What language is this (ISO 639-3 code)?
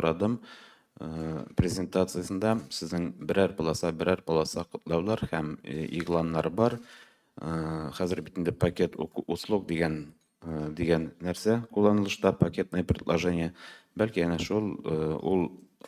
tat